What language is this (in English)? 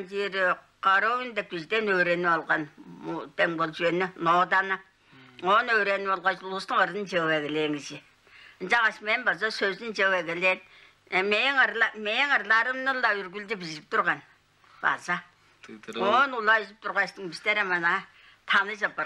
Tuvinian